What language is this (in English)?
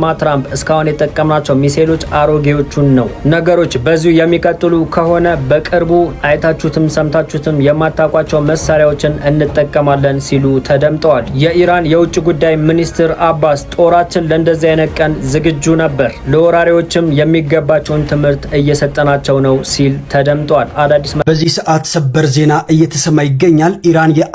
Amharic